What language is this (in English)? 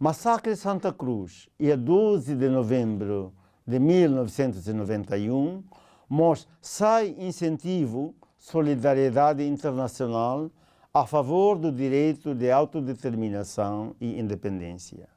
Tetum